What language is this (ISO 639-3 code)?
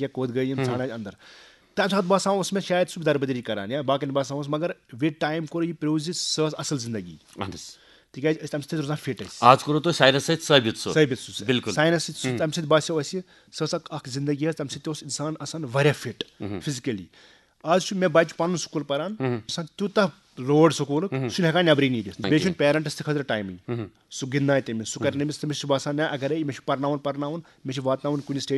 kas